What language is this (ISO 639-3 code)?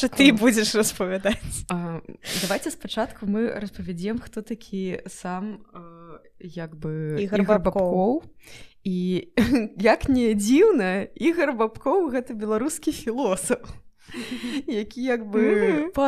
bel